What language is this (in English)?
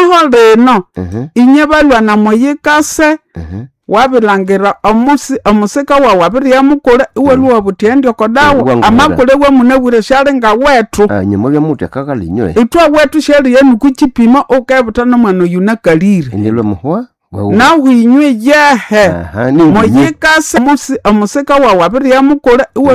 Nande